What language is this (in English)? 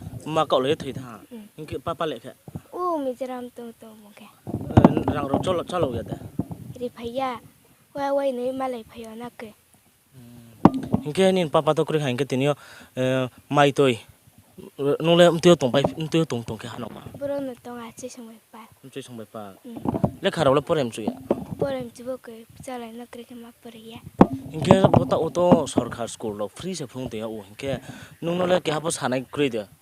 Riang (India)